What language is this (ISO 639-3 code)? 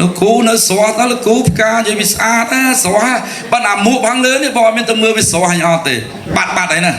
khm